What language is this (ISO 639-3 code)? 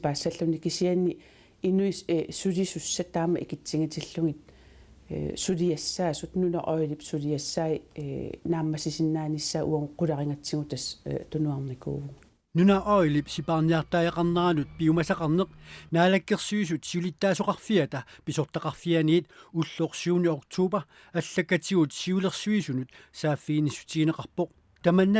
kal